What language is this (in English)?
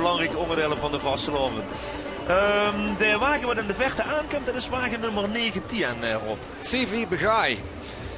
Limburgish